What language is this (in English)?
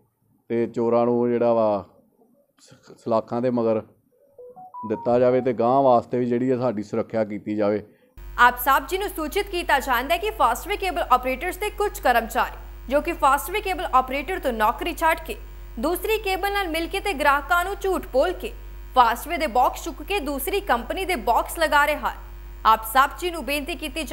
Punjabi